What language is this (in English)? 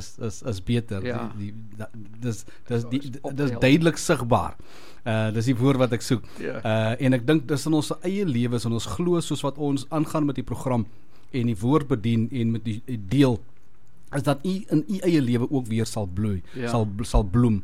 Afrikaans